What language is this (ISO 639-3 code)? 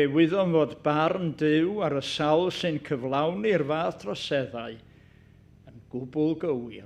cym